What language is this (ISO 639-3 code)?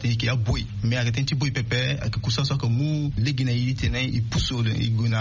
sag